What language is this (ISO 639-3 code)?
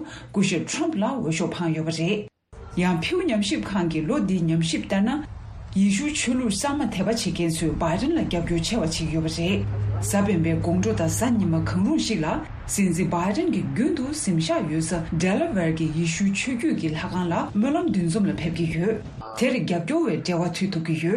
bod